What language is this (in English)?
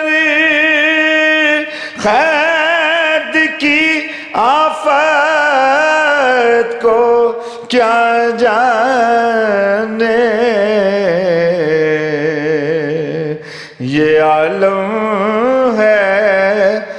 Urdu